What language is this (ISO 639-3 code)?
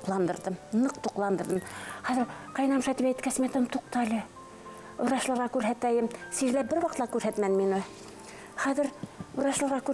bak